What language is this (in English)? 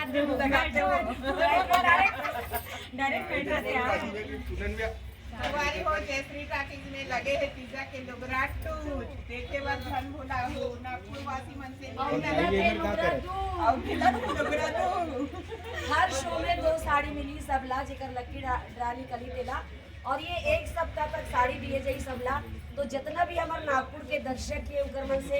Chhattisgarhi